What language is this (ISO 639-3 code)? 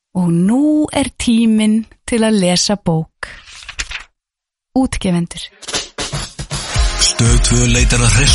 isl